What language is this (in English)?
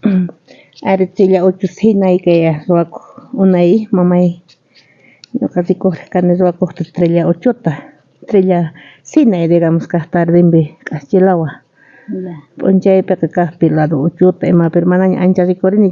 South Bolivian Quechua